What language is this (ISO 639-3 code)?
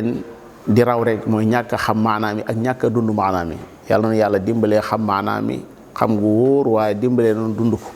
wol